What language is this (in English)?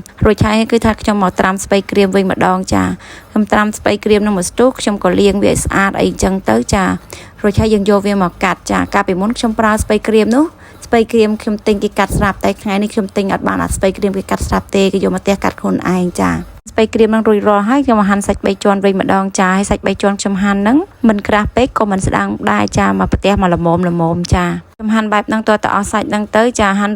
Khmer